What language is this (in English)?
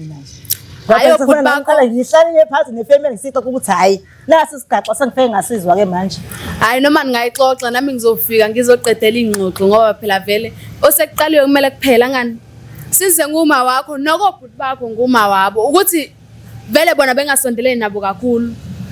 Zulu